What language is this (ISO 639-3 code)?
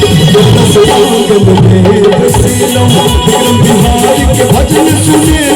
mai